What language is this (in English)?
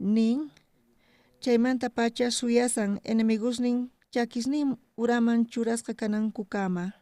South Bolivian Quechua